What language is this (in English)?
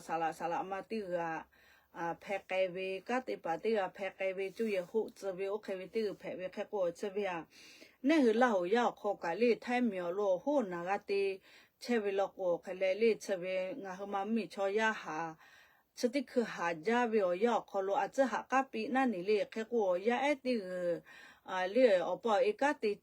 Lahu